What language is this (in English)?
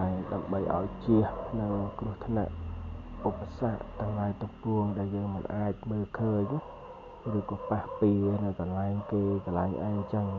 Khmer